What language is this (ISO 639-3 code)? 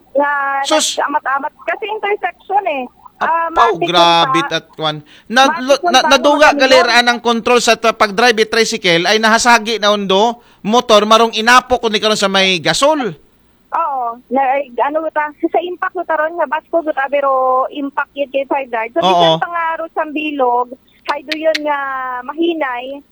akl